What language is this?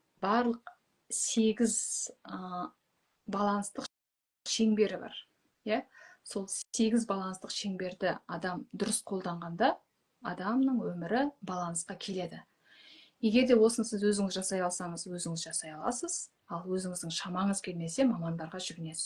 Kazakh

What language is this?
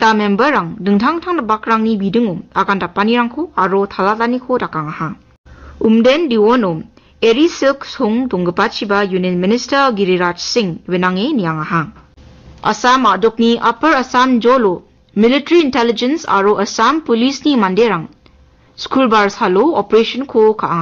Garo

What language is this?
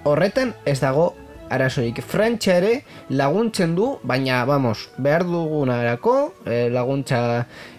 Basque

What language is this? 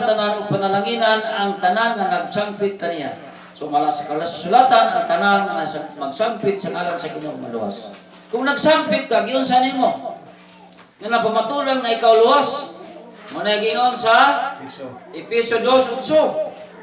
Cebuano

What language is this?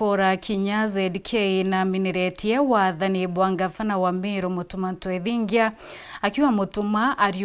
Meru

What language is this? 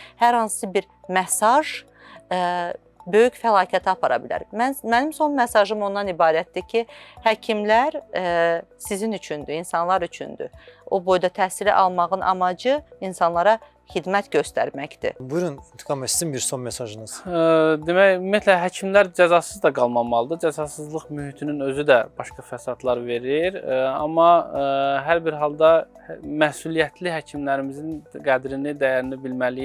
Azerbaijani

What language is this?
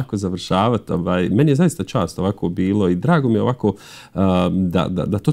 Bosnian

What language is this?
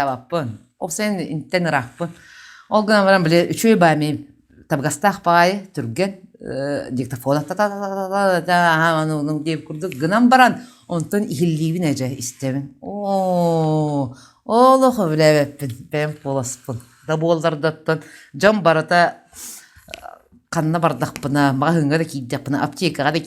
Yakut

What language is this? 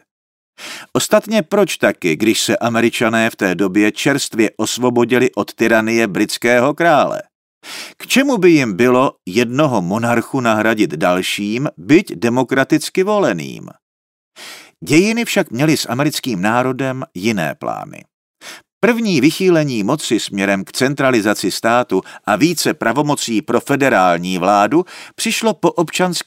Czech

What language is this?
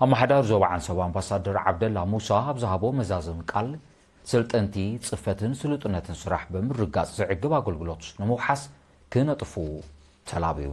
Tigrinya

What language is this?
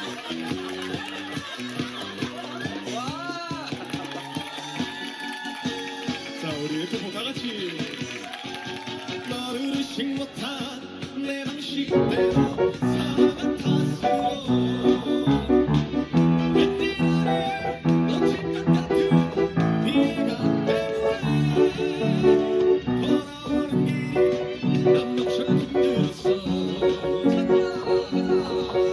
Korean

